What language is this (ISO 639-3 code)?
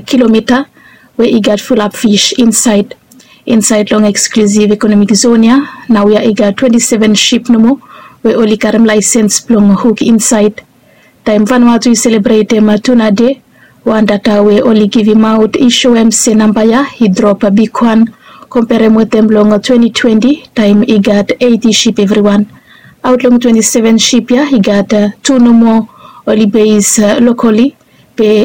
bis